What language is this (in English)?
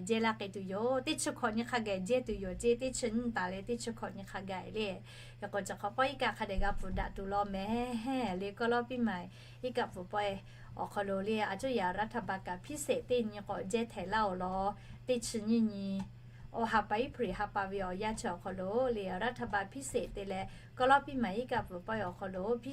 Lahu